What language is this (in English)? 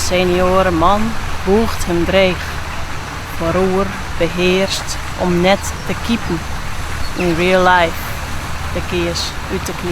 Western Frisian